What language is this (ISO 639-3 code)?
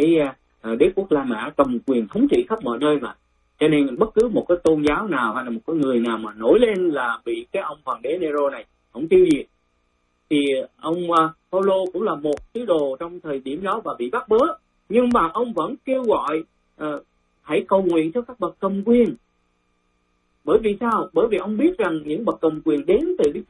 vie